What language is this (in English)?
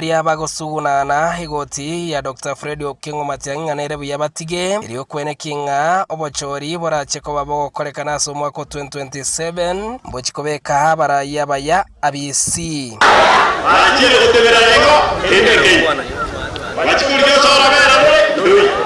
Gusii